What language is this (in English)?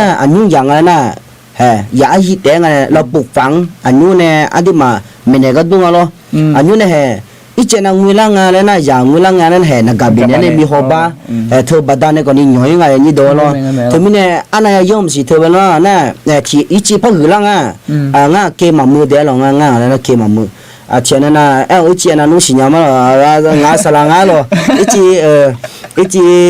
Akha